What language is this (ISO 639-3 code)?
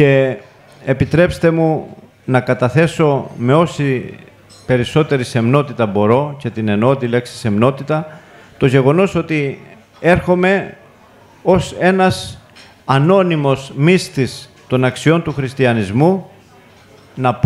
ell